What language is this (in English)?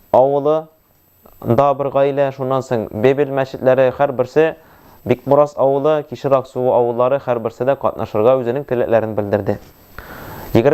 Tatar